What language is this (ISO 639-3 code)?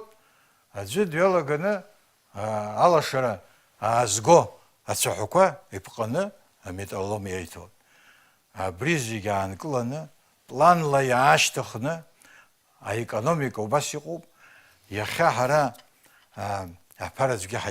abk